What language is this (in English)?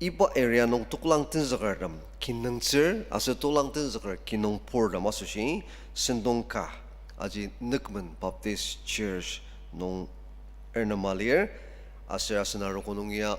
Ao Naga